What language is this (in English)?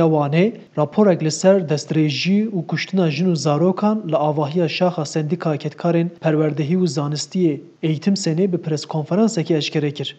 Kurdish